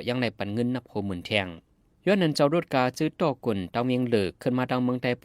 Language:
Shan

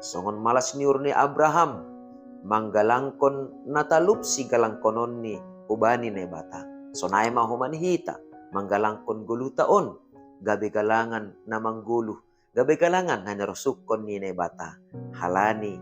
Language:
Batak Simalungun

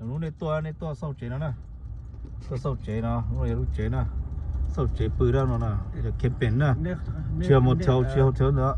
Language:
Hmong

